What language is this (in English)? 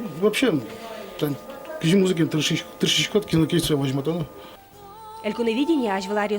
Udmurt